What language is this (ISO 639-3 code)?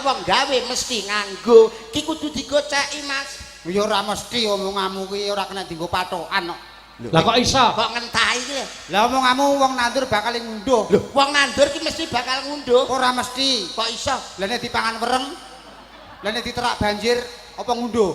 jav